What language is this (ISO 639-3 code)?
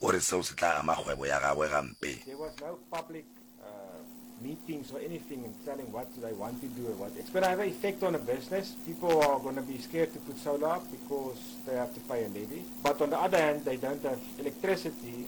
nso